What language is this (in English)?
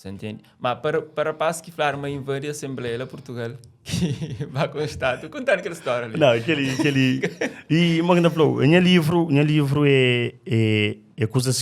Kabuverdianu